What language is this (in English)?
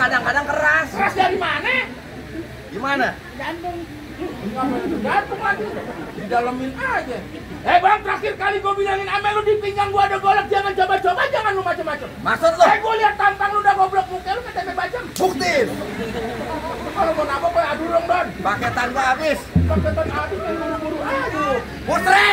Betawi